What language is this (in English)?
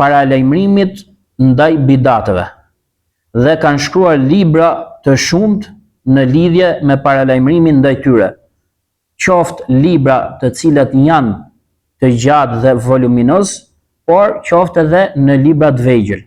Albanian